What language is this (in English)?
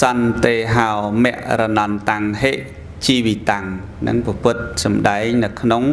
Khmer